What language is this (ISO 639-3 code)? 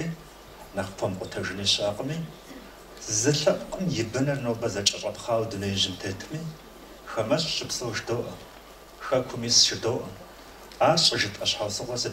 kbd